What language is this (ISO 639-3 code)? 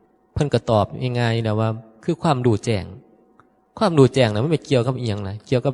tts